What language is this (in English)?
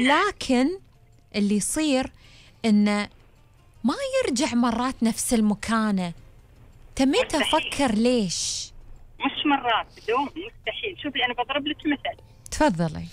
Gulf Arabic